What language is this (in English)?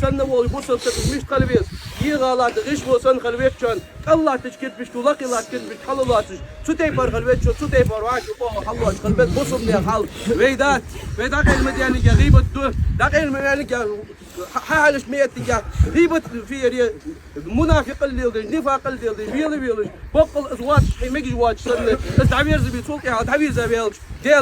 Ingush